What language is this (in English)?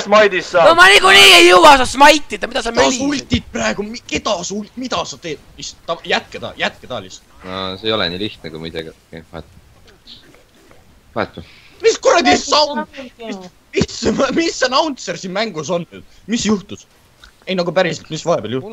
Estonian